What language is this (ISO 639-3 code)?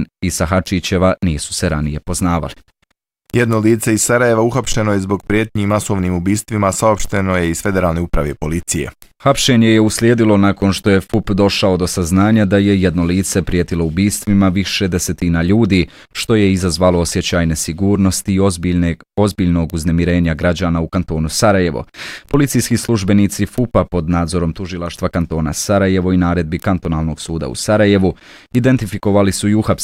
bos